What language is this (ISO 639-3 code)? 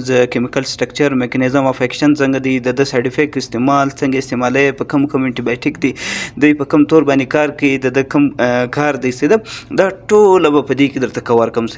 pus